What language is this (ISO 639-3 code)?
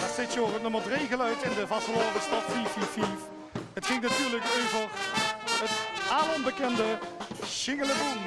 lim